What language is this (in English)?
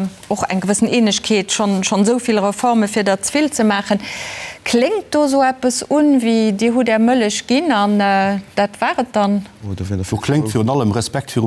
Luxembourgish